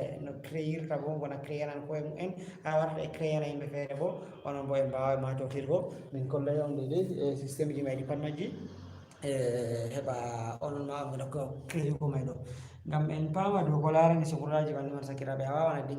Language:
Fula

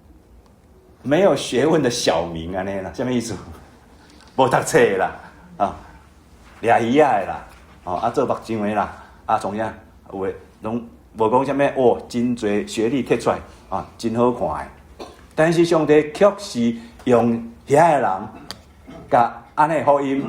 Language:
Min Nan Chinese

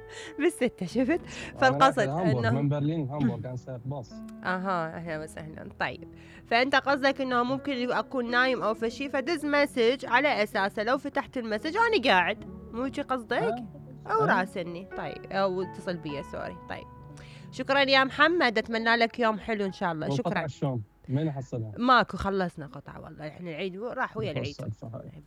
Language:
Mesopotamian Arabic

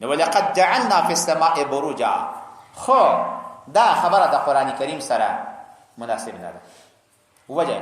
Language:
Pashto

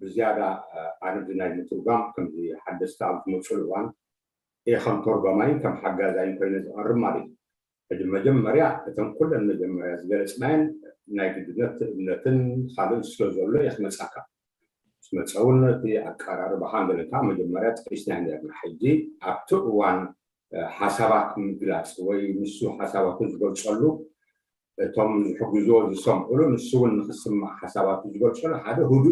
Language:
Tigrinya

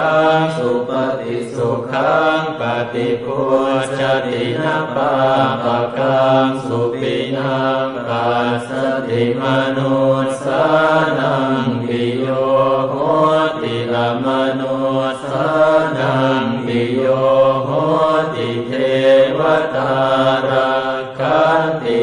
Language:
Pali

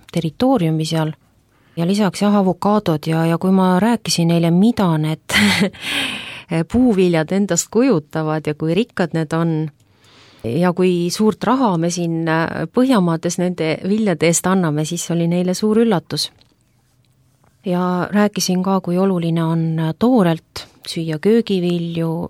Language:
Estonian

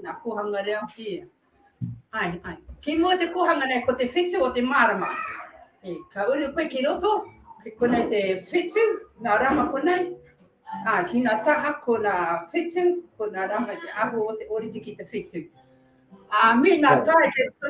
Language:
Māori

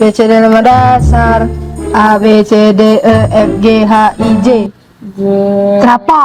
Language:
Musi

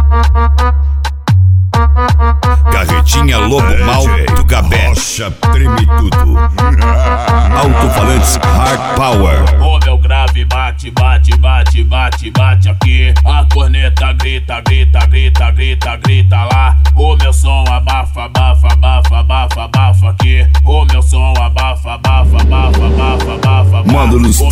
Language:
Portuguese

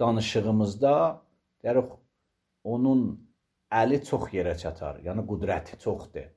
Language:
Azerbaijani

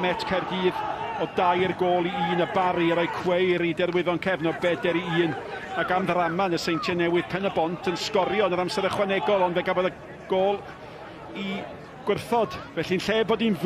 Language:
Welsh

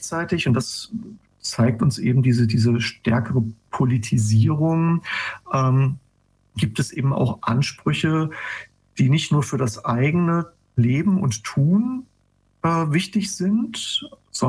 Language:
German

